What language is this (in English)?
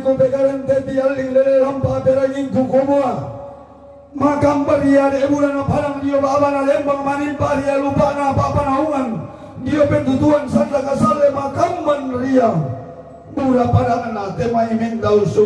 Toraja-Sa'dan